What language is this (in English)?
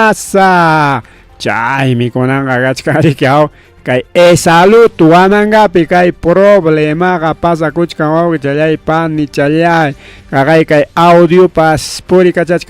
Ayacucho Quechua